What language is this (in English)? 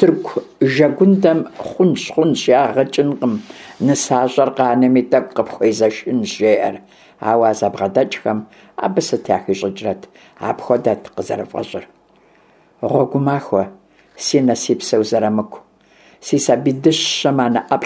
Kabardian